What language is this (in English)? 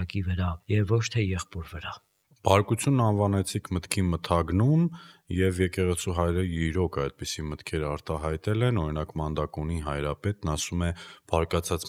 Armenian